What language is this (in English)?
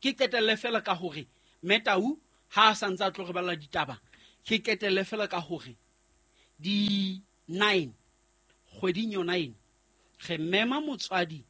Southern Sotho